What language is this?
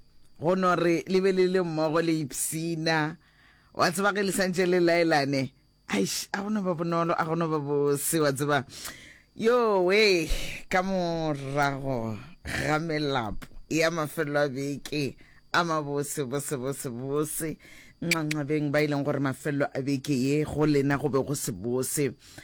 Northern Sotho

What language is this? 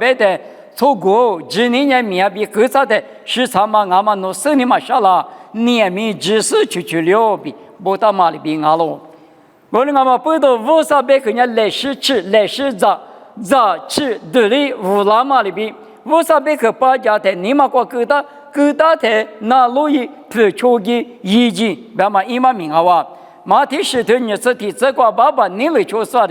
Lisu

